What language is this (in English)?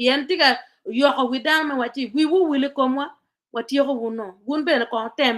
Acoli